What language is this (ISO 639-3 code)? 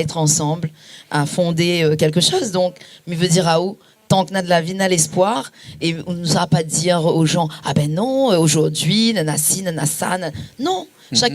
rcf